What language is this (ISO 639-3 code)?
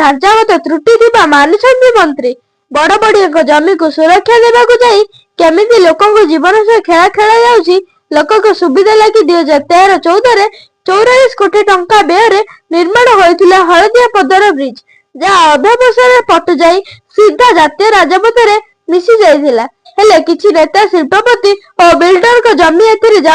ori